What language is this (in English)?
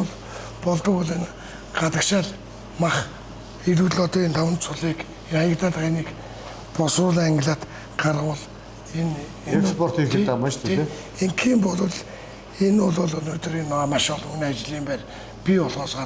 Mongolian